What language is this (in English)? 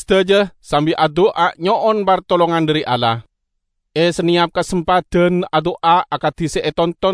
Madurese